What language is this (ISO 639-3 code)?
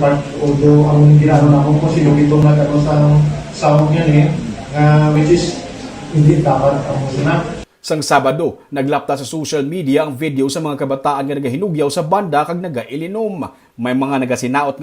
hil